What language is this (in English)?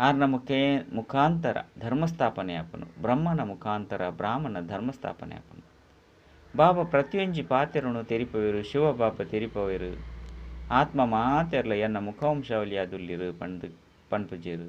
Tulu